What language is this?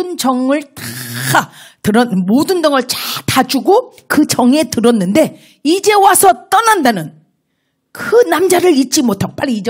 Korean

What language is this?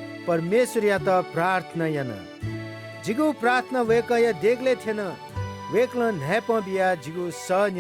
Newari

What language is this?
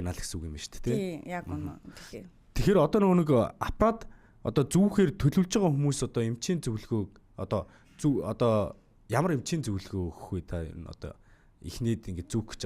Mongolian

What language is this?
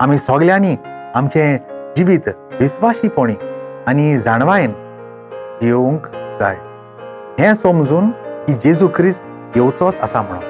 Konkani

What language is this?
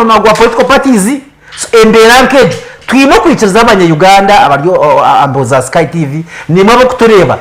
Nyankole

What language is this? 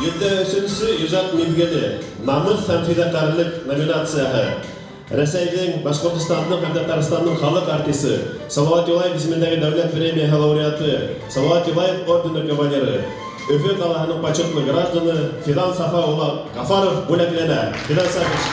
Bashkir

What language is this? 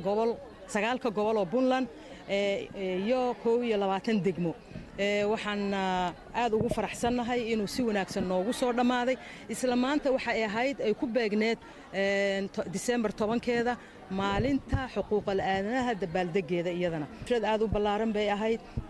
Somali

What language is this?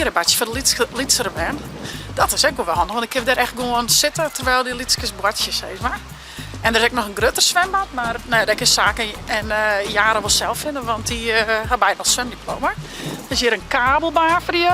Western Frisian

